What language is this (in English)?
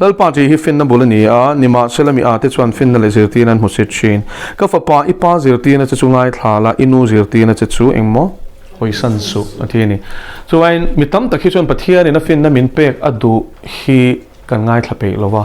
Mizo